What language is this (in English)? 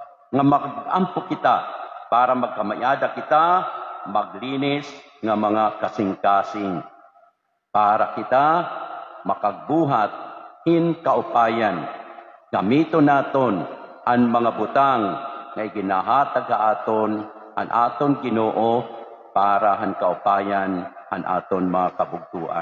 Waray